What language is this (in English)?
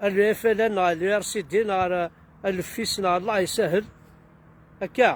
Kabyle